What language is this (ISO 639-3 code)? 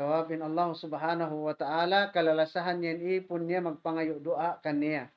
tsg